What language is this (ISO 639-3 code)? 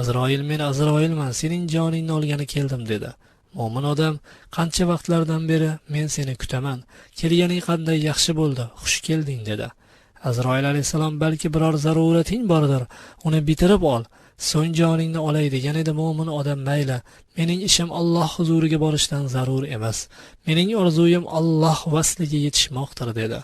uzb